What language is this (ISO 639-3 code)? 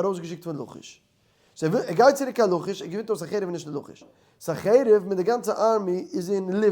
yid